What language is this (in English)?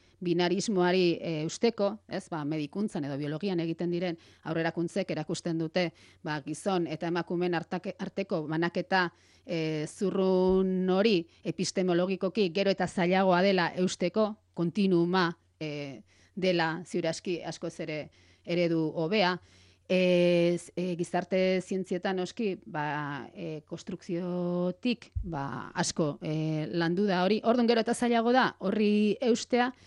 Basque